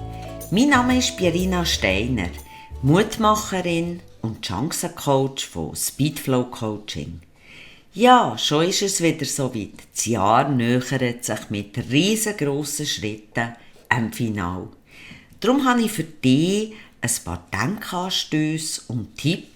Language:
Swiss German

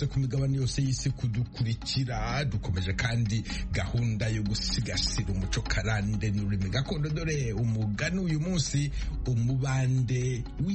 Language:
Kinyarwanda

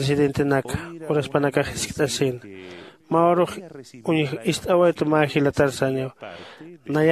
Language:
Aymara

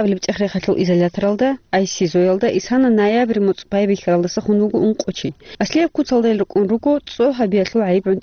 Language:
Avaric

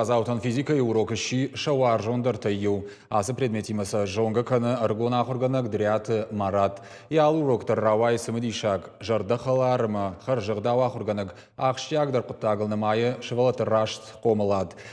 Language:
Ossetic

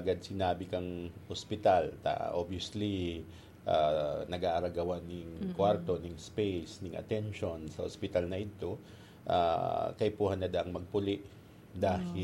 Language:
Bikol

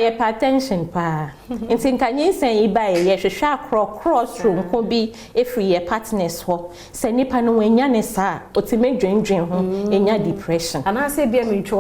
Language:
Akan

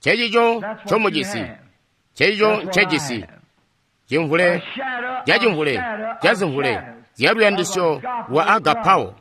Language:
Tonga (Zambia)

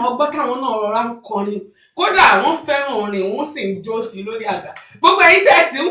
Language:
Yoruba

